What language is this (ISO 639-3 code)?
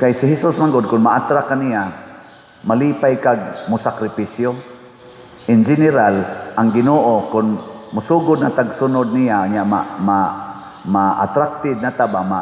ceb